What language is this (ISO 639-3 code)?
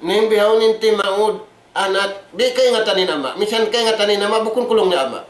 tsg